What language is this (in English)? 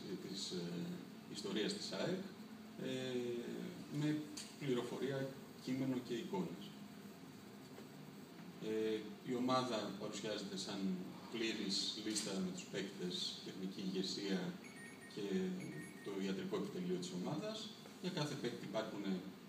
Greek